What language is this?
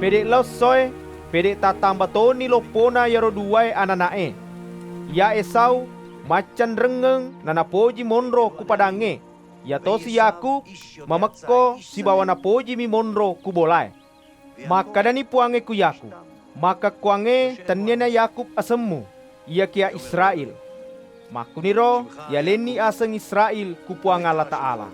Buginese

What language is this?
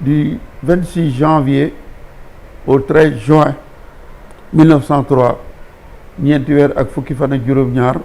Wolof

